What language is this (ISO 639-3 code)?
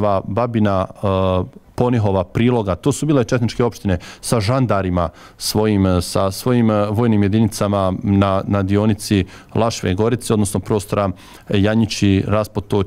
bos